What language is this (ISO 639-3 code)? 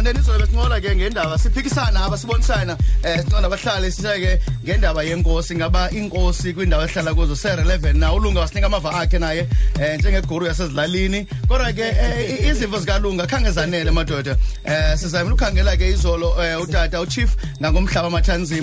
xho